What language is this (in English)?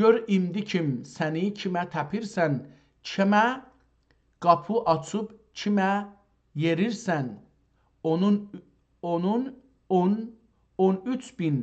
South Azerbaijani